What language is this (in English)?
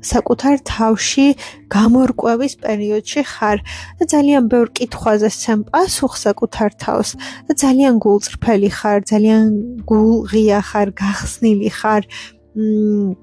Georgian